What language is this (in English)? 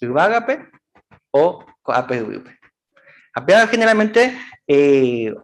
Guarani